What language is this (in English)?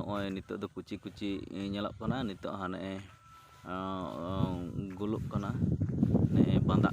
Santali